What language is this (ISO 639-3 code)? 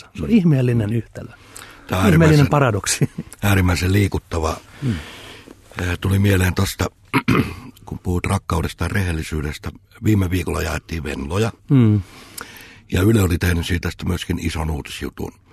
fin